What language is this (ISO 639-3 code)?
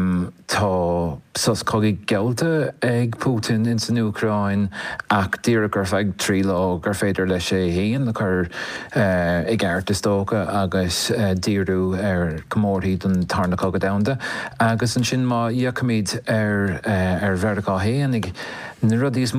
gle